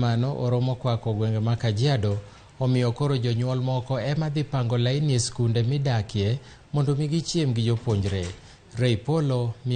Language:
Luo (Kenya and Tanzania)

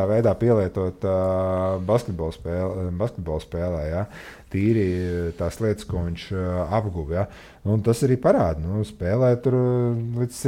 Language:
Latvian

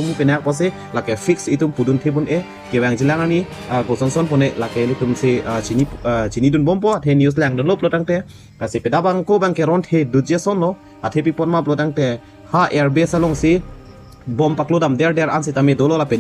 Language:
Karbi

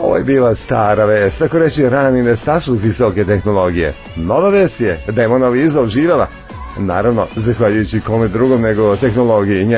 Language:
Serbian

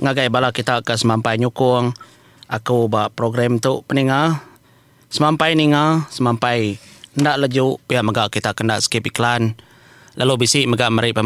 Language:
Iban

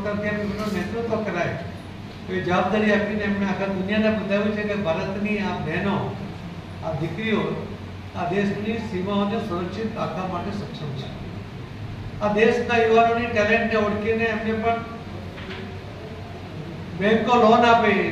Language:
Gujarati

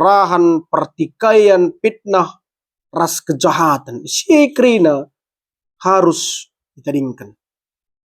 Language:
Batak Karo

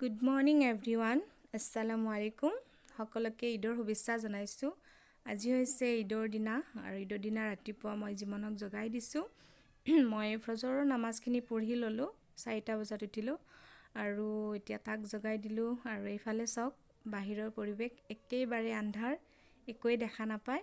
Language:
Assamese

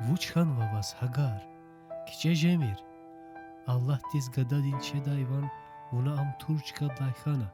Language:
Lezghian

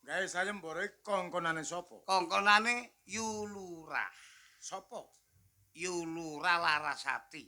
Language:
Javanese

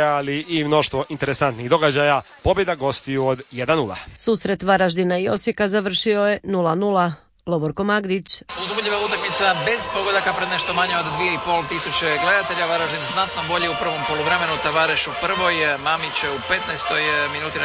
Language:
Croatian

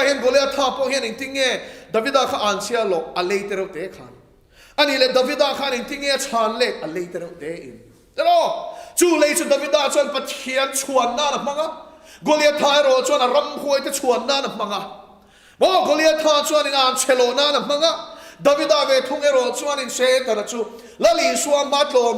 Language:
Mizo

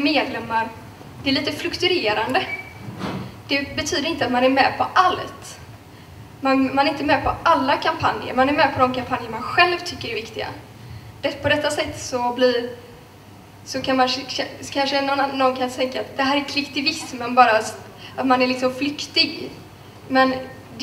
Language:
Swedish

